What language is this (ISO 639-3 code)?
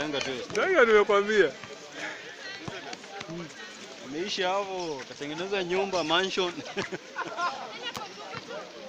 swa